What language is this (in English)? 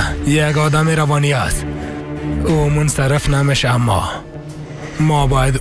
Persian